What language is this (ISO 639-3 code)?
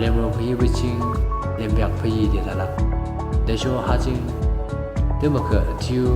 yim